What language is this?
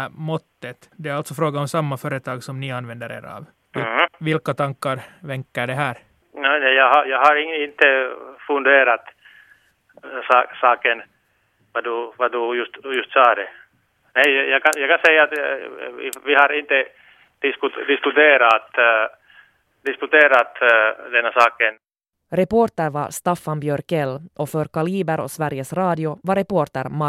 Swedish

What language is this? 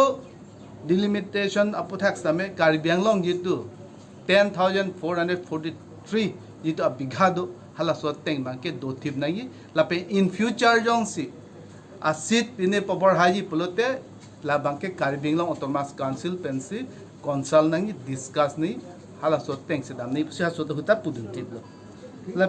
Karbi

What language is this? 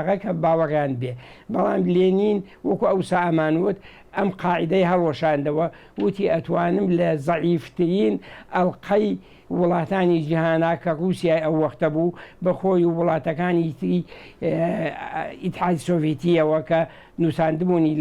Central Kurdish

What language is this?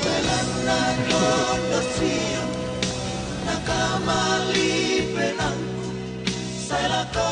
Toraja-Sa'dan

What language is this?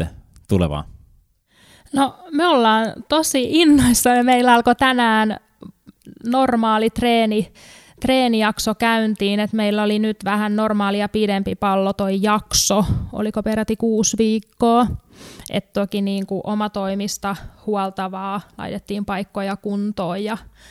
Finnish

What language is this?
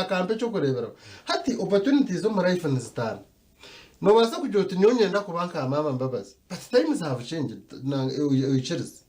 Nyankole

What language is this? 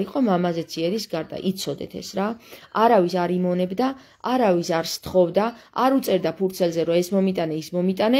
Georgian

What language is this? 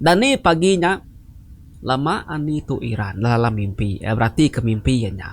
Iban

